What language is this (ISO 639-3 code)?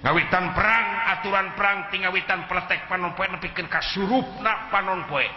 sun